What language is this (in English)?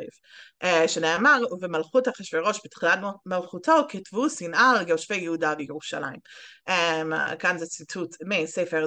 Hebrew